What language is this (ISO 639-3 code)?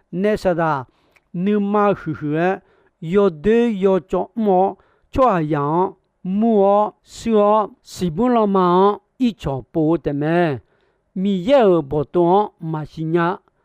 ahk